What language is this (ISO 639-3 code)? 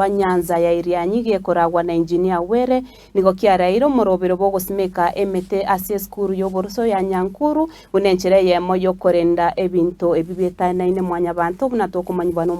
guz